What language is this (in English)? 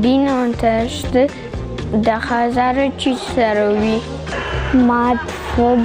Ossetic